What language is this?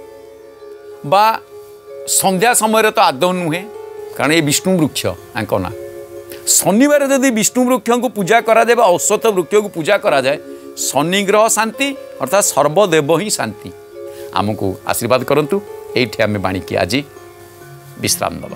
Odia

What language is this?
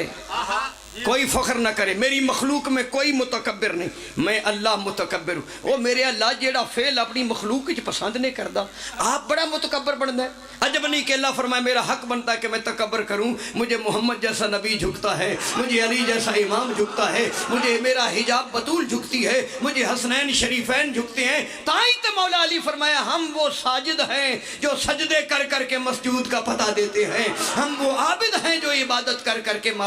Pahari-Potwari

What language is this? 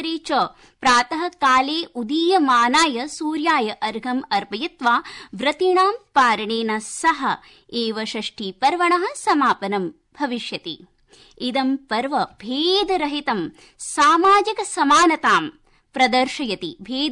Sanskrit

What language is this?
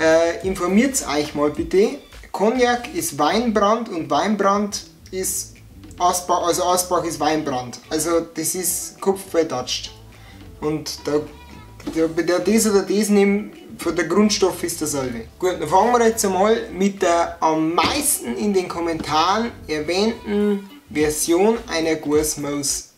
Bavarian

